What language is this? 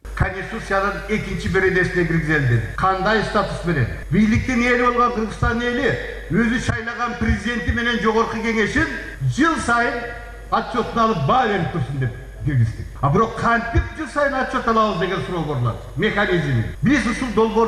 Kyrgyz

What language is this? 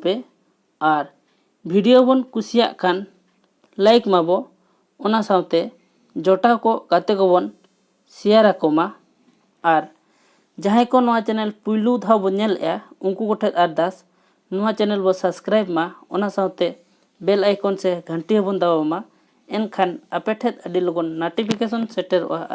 Santali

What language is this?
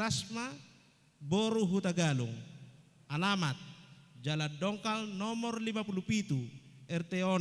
Batak Toba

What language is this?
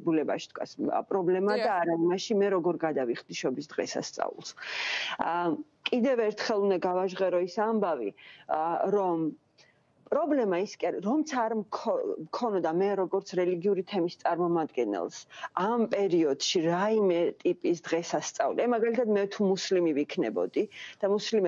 Georgian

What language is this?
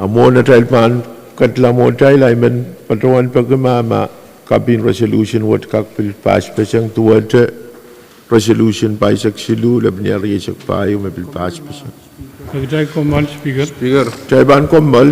Pohnpeian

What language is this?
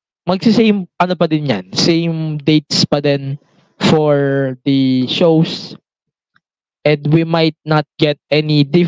Filipino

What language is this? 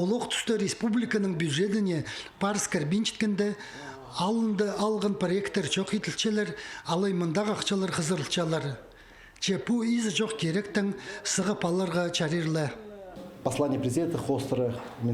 Khakas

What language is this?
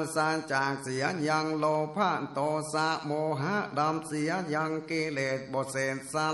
Northern Thai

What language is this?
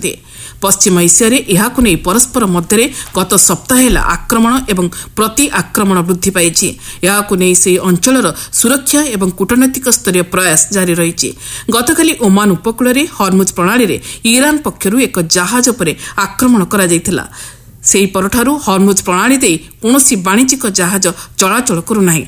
Odia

